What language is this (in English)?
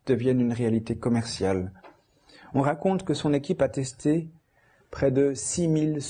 French